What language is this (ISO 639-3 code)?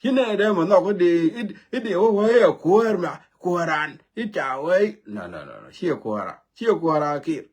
nus